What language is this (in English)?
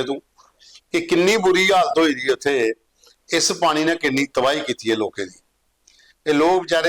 Dogri